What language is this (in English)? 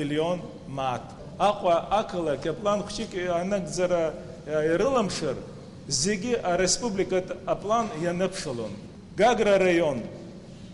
Abkhazian